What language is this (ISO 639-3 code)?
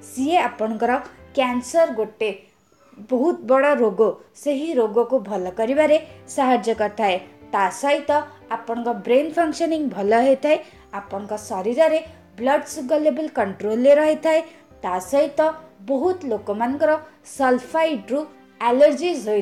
ori